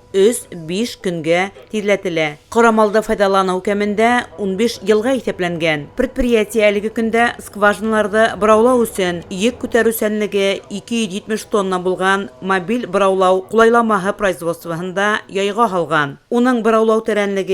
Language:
Bashkir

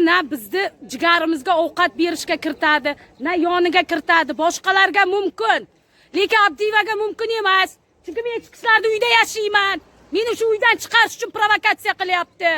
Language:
Uzbek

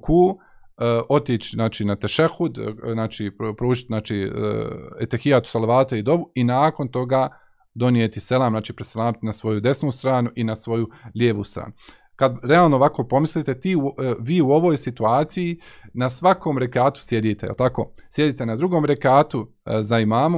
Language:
Bosnian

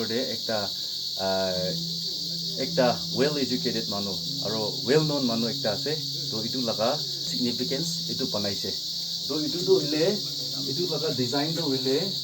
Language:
Naga Pidgin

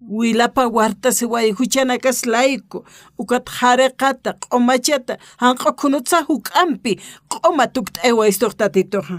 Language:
Aymara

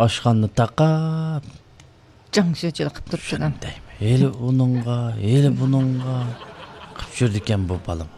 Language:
Uyghur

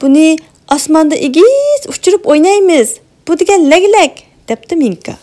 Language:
Uyghur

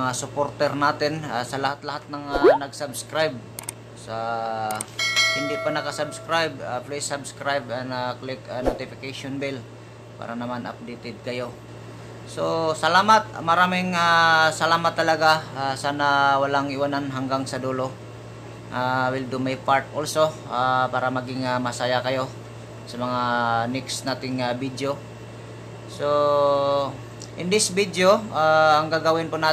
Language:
Filipino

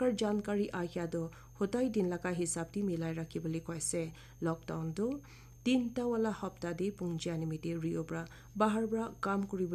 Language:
Naga Pidgin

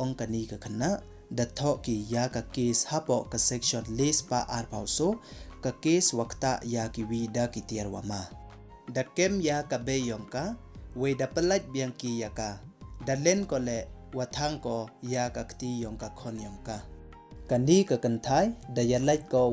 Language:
Pnar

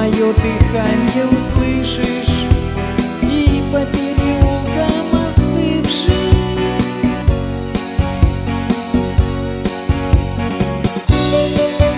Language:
Russian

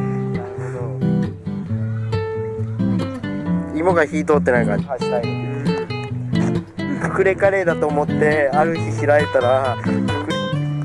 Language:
Japanese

